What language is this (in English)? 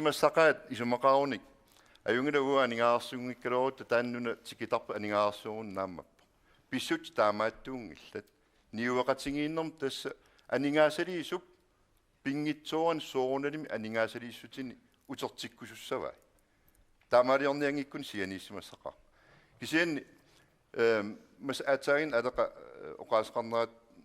Kalaallisut